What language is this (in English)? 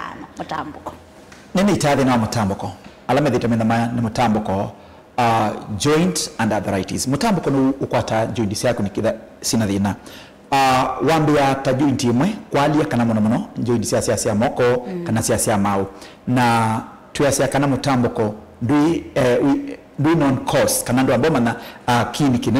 Kamba